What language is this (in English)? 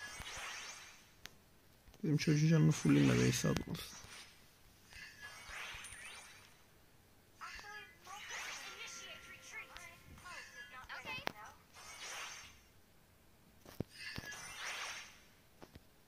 Turkish